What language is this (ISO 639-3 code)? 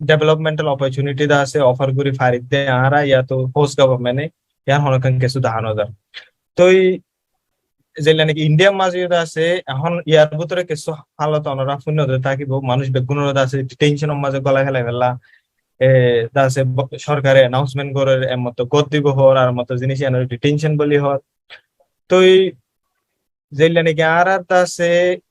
rhg